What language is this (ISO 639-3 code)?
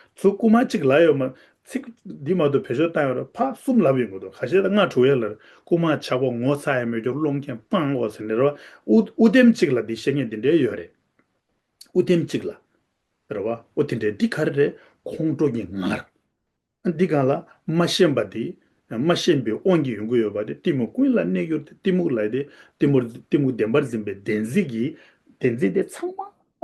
bod